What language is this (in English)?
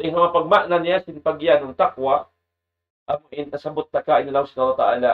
Tausug